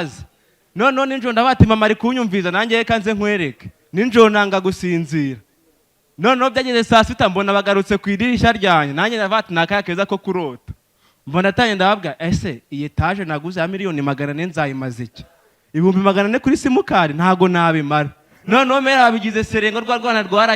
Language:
Kinyarwanda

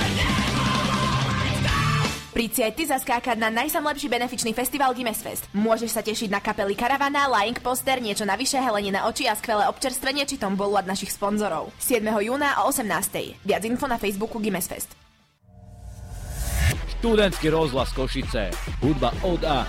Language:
Slovak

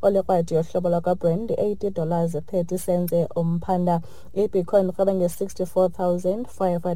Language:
Xhosa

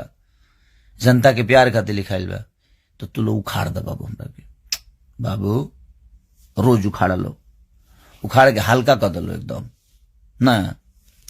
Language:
Bhojpuri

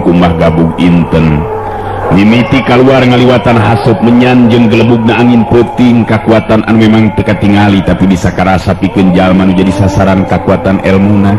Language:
Sundanese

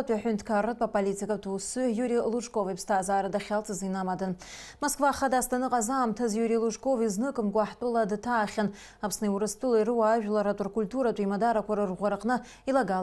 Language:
Abkhazian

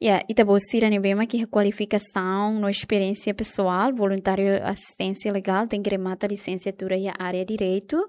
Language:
Tetum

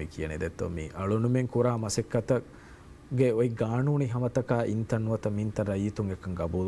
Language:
Divehi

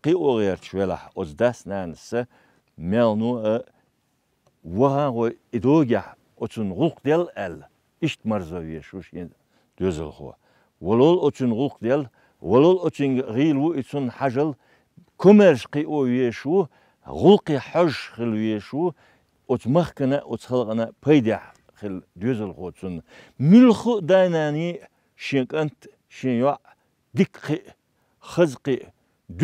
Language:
Chechen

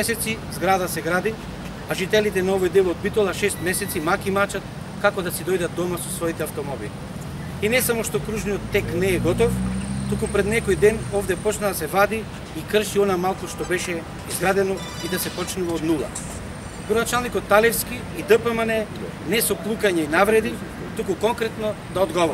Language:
Macedonian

